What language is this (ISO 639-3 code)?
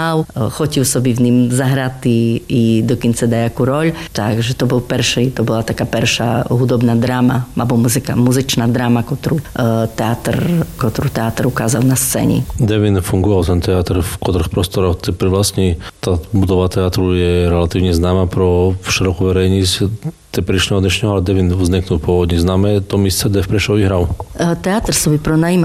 slk